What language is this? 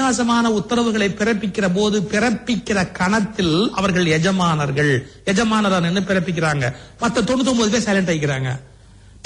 Tamil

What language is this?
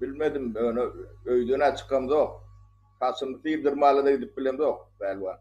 Turkmen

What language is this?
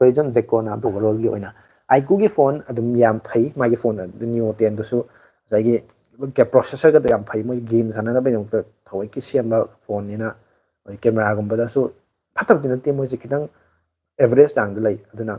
Manipuri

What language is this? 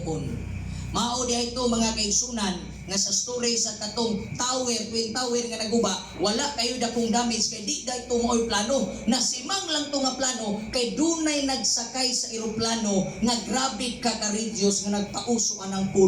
Cebuano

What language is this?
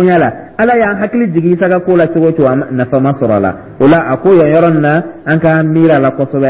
Dyula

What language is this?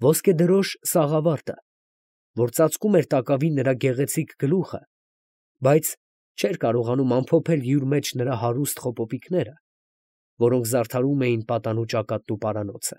Armenian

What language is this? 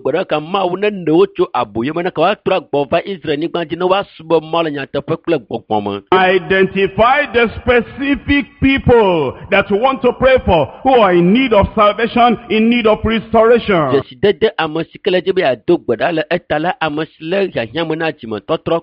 Ewe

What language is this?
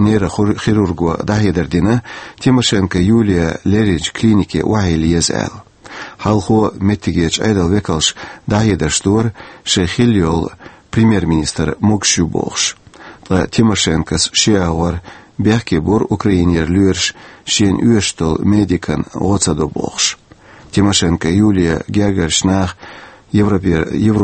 Chechen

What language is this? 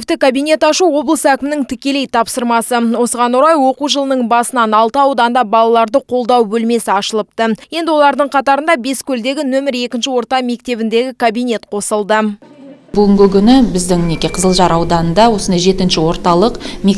Kazakh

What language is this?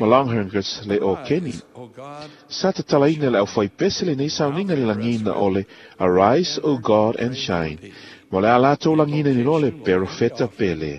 Samoan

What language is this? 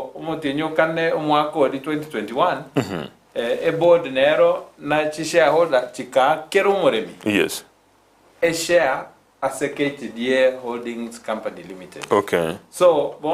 Gusii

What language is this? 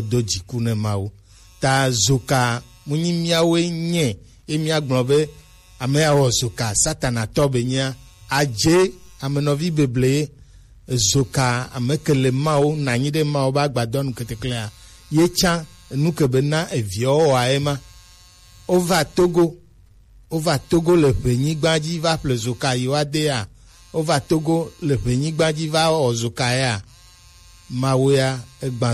Gen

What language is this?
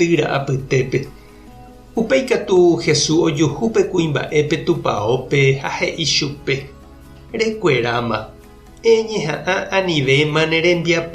Guarani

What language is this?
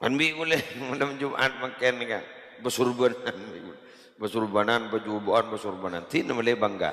Madurese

